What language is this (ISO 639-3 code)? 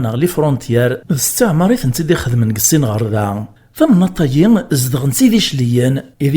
kab